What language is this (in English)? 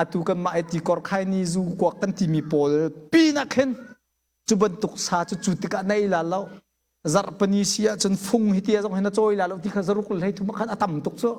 Hakha Chin